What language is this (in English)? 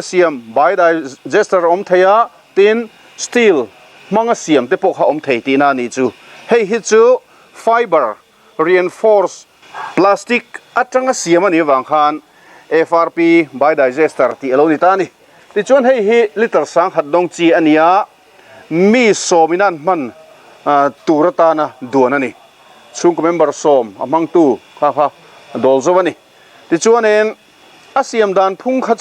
Mizo